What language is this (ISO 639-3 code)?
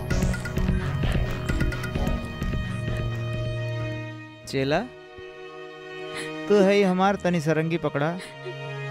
bho